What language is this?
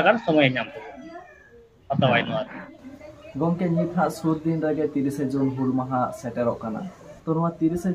Santali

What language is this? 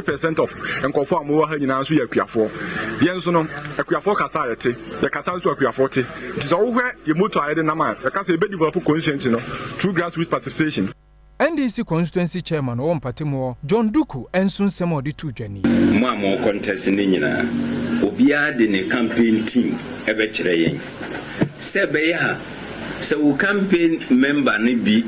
Akan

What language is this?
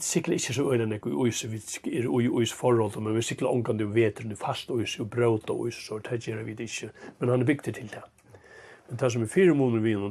Faroese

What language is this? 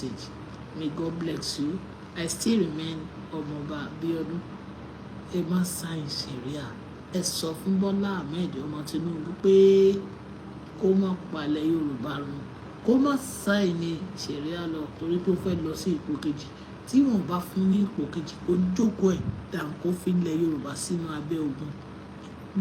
Yoruba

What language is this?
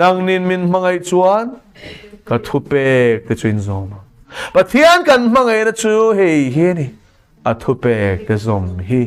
Mizo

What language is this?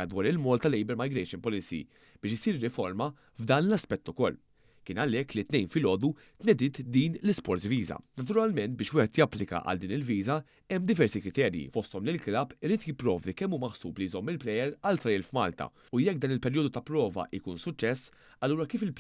Maltese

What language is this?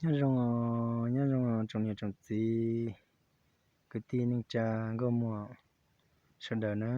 Hmong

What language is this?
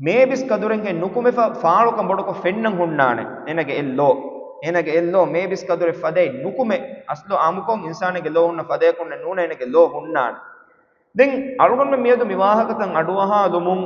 Divehi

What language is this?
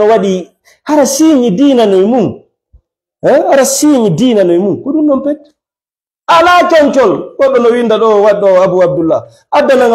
Fula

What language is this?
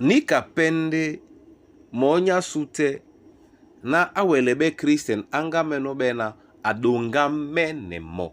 Duala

